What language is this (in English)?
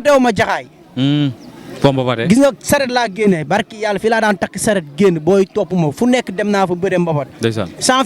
Wolof